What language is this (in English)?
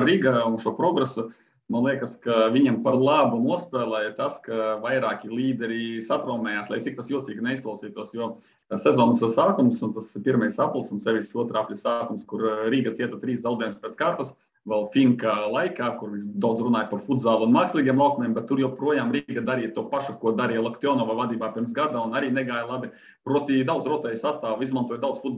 Latvian